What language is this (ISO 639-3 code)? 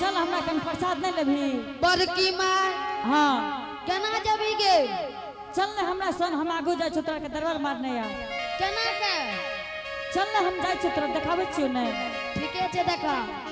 anp